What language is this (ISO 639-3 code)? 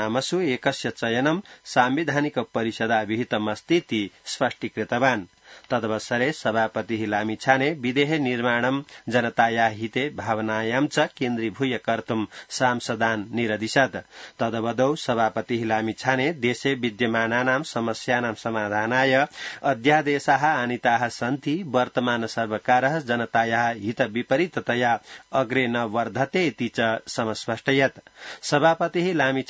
san